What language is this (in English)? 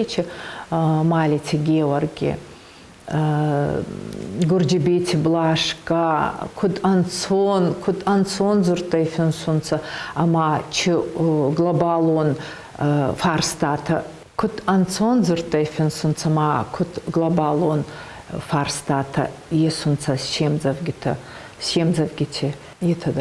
Ossetic